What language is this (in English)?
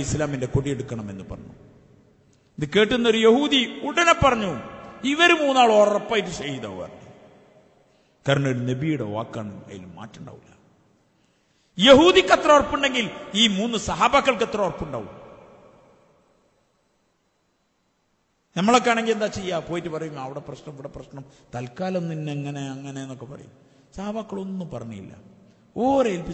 Malayalam